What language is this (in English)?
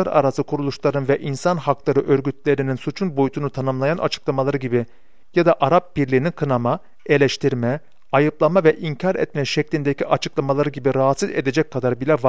Turkish